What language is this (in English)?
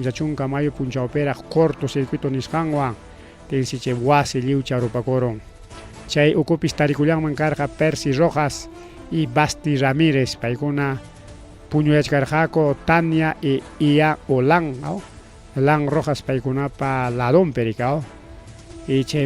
Ayacucho Quechua